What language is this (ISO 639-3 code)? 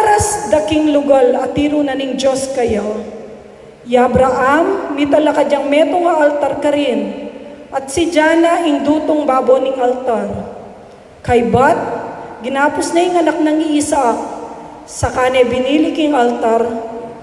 pam